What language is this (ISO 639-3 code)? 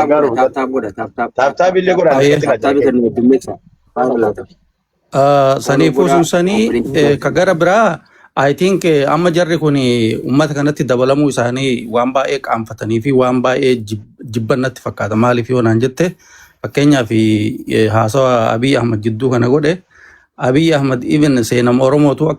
orm